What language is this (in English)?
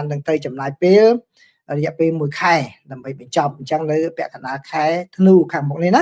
Khmer